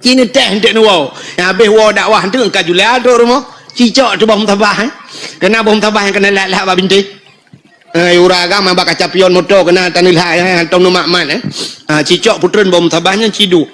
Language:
Achinese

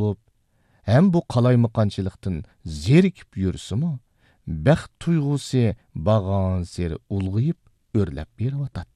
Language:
Uyghur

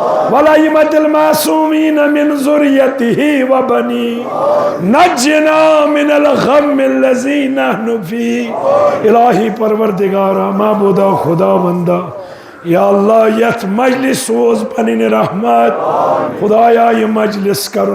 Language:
Kashmiri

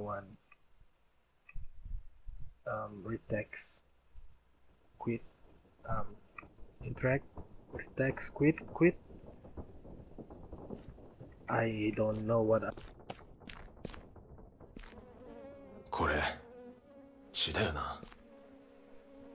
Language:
English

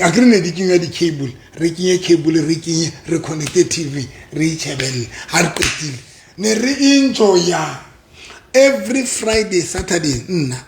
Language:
Southern Sotho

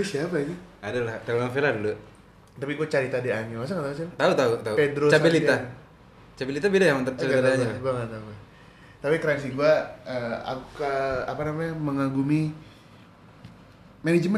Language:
Indonesian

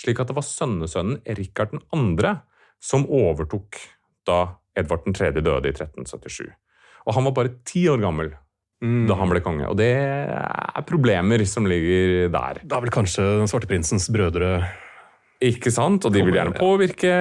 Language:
Norwegian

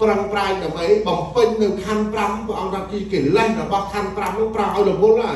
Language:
Khmer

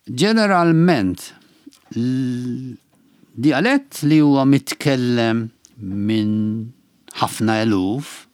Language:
Maltese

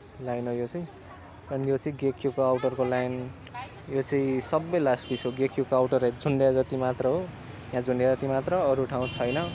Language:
Nepali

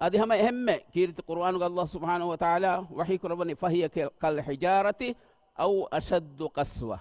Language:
Divehi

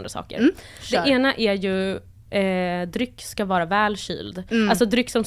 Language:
Swedish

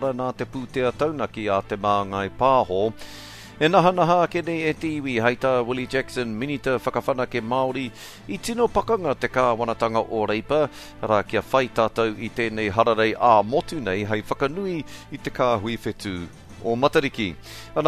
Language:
Māori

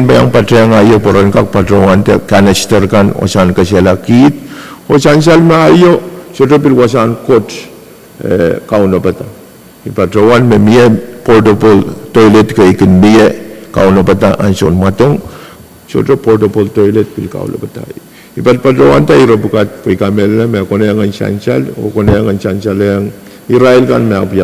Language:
Pohnpeian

